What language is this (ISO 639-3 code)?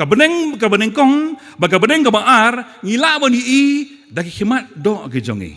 kha